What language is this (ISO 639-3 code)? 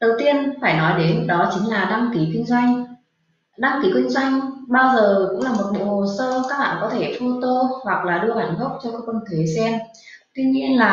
vie